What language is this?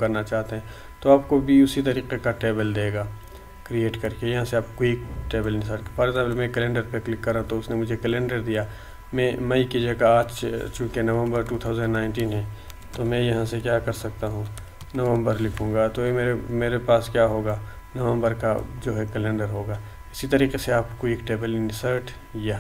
Hindi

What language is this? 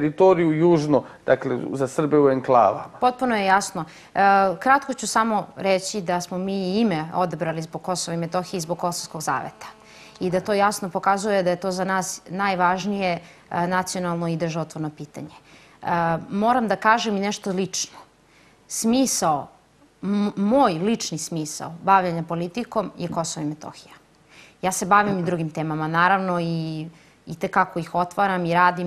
Serbian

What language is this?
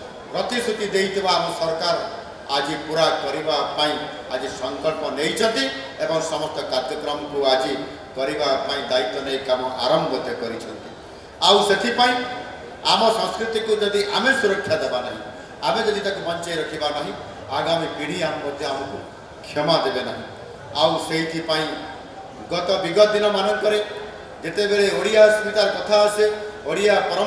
Odia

